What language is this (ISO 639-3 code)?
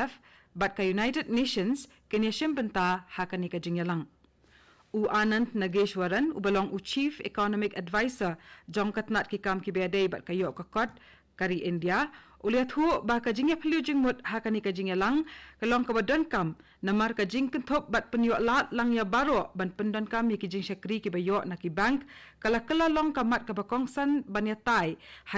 kha